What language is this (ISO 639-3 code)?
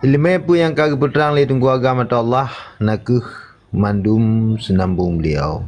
ace